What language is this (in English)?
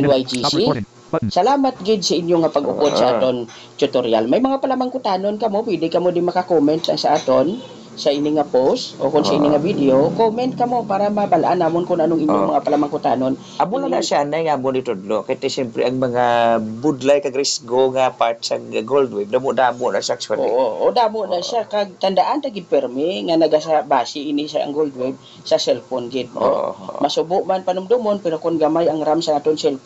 Hiligaynon